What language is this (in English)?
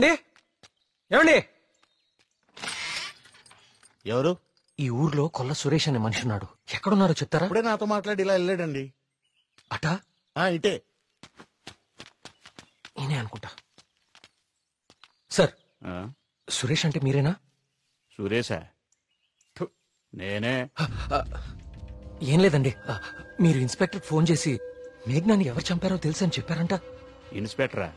Telugu